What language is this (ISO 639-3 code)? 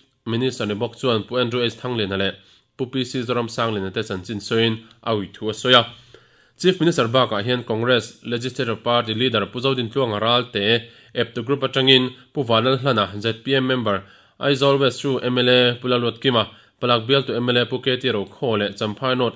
lus